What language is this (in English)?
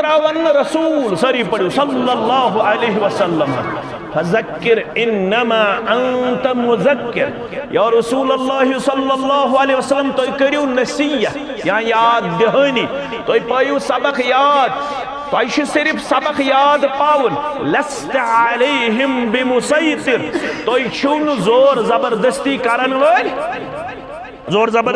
Kashmiri